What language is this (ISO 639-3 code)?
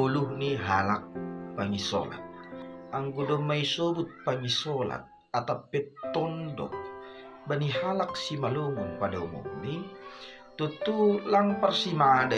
bts